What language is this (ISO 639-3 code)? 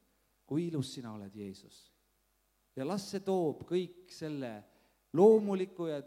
est